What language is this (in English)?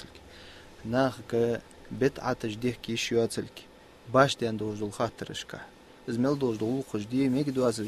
Ingush